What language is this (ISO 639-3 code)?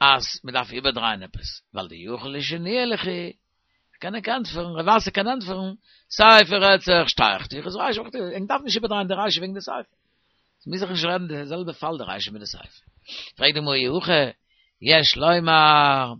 yid